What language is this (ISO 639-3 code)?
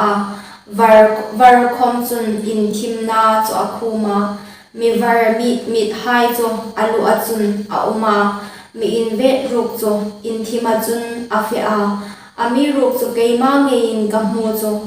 hmr